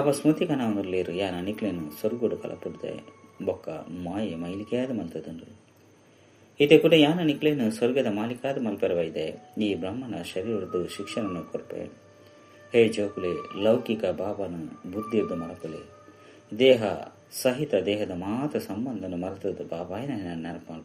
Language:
Tulu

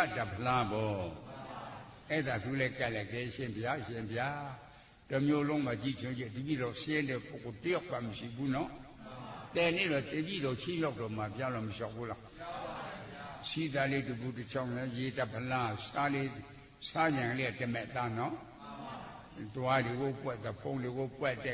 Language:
Burmese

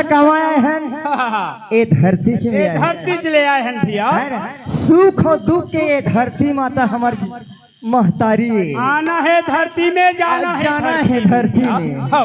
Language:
Chhattisgarhi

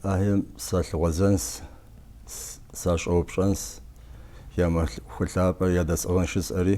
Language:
Kabardian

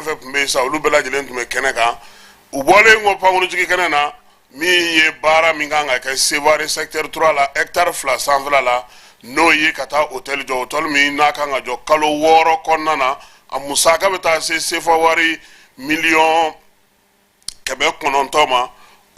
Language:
Bambara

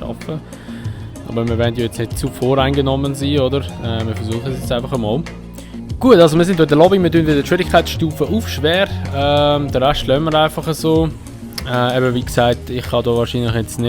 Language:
Swiss German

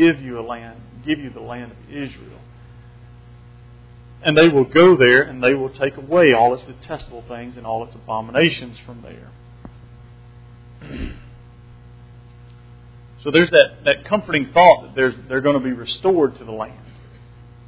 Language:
English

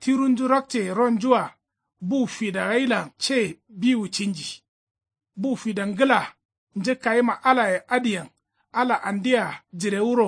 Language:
Kanuri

